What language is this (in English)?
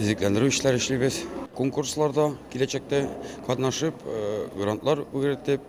Tatar